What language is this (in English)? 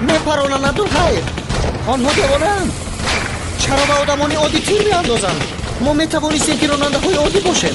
Persian